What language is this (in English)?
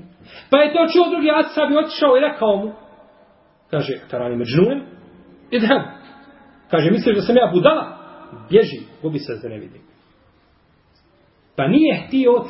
Bosnian